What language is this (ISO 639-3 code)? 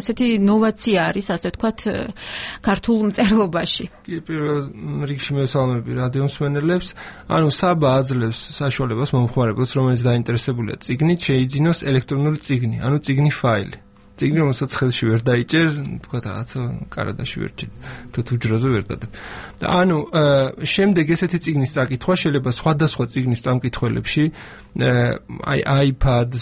kat